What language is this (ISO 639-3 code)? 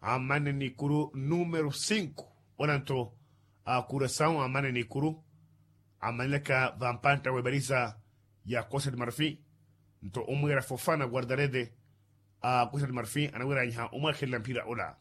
vmw